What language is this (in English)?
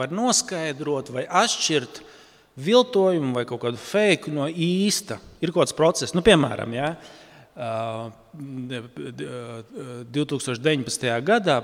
Latvian